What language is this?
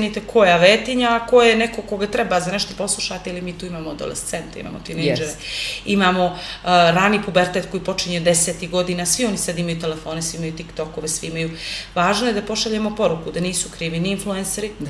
Serbian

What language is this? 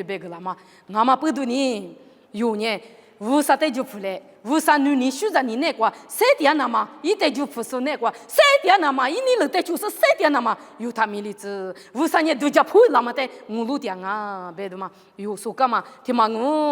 Lisu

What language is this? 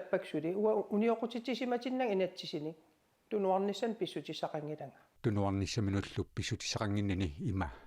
Kalaallisut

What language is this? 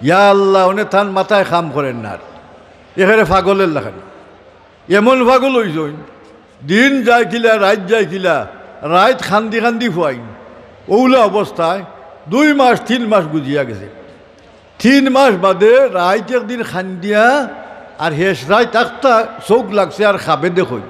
Sylheti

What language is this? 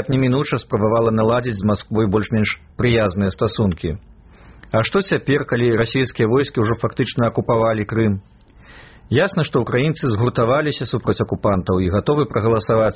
Belarusian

